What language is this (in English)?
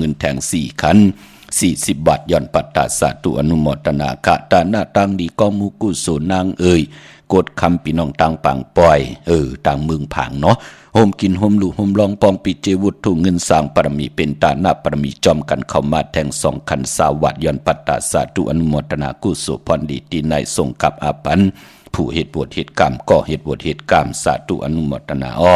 Shan